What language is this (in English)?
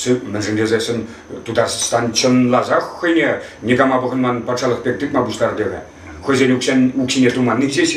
Chuvash